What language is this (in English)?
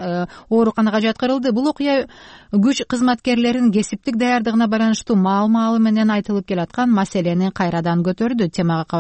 Kyrgyz